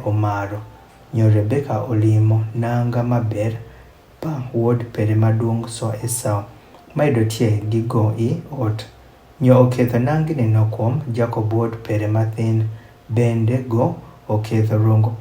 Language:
Adhola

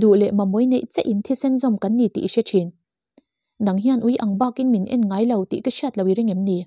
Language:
Mizo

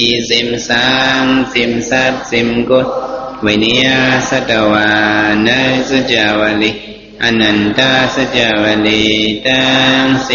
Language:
Shan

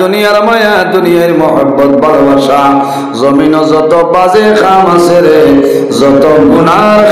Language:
Sylheti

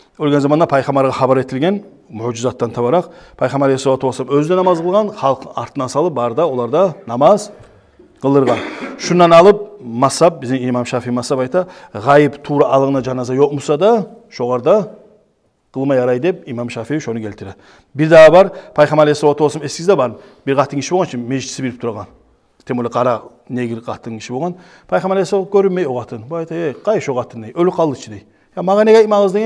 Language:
Kumyk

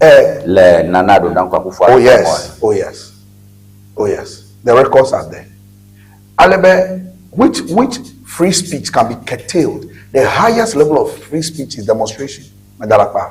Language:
Ewe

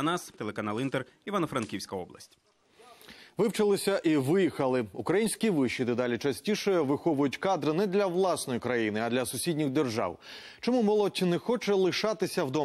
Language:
Ukrainian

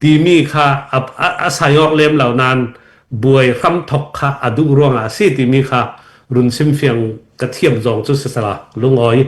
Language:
Hakha Chin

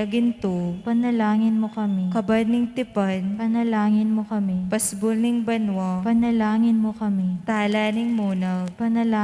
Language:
Pampanga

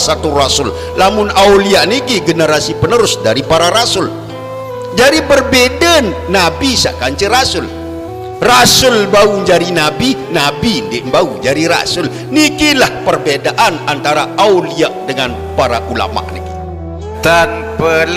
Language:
Sasak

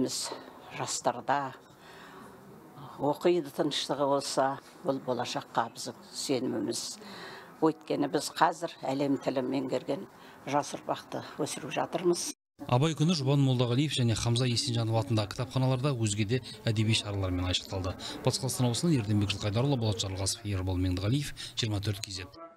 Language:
Kazakh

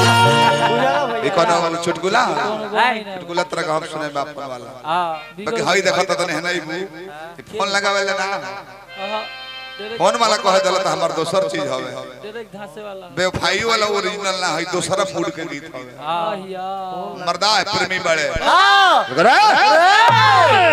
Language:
Bhojpuri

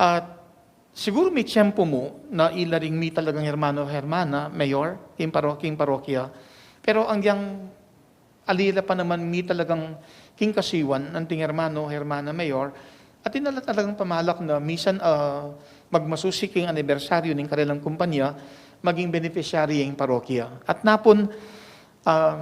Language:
Pampanga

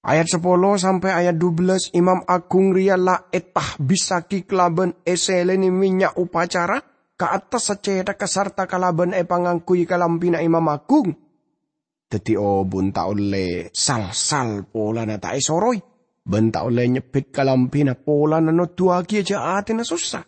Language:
Madurese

